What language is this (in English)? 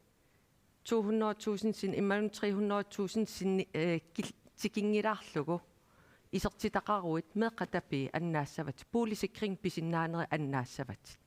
Kalaallisut